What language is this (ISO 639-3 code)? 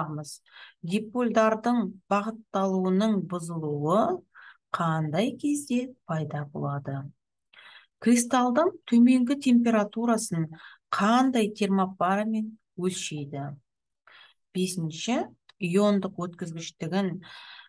kaz